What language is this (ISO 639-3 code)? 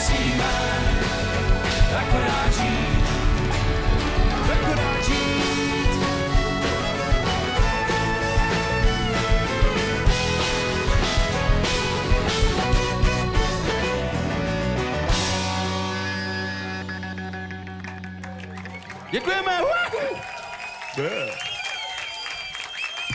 ces